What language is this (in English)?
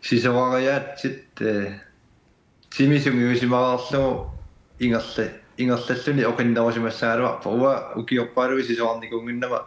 Kalaallisut